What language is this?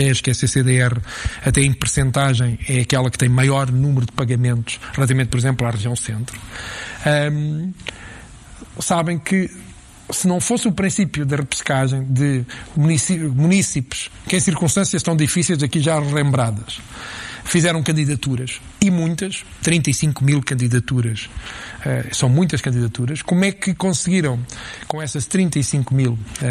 Portuguese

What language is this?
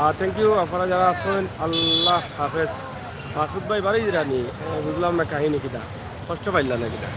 Sylheti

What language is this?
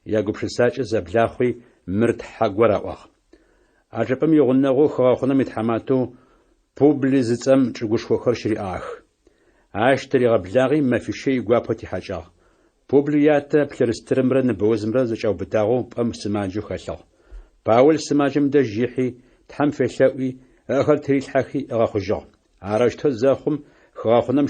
Adyghe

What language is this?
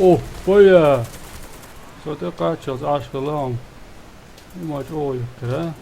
Chechen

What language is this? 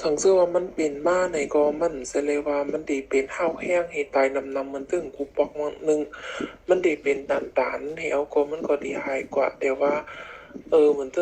Shan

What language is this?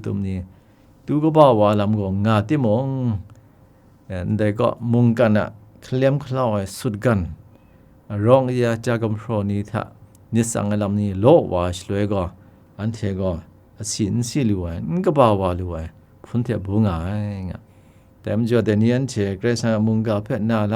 Kachin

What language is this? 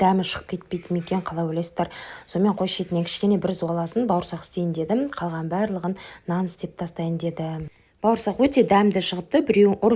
Kazakh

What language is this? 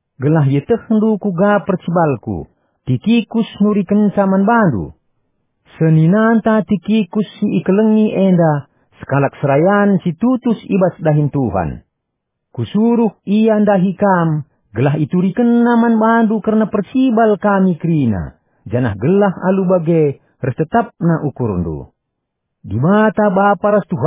Batak Karo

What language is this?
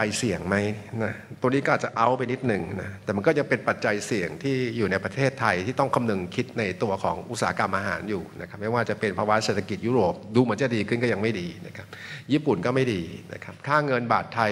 Thai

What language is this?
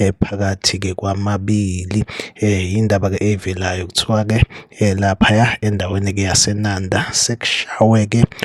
Zulu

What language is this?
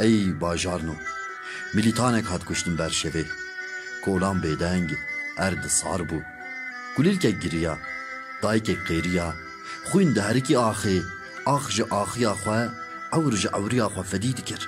Kurdish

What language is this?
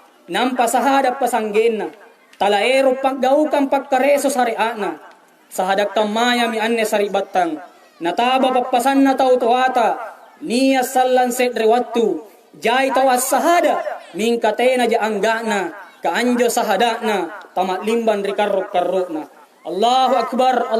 Makasar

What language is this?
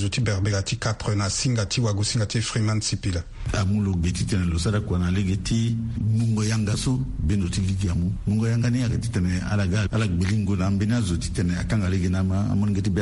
Sango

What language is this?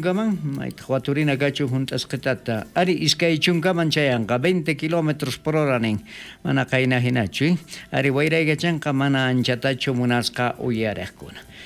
South Bolivian Quechua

